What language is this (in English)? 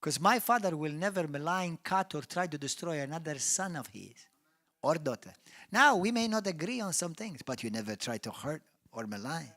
English